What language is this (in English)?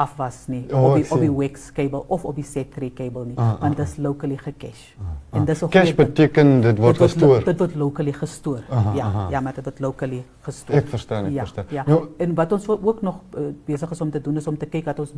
Afrikaans